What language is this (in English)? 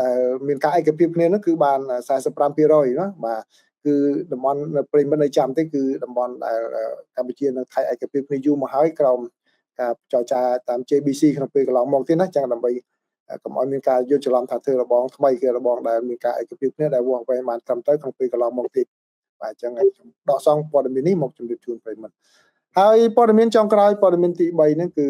Khmer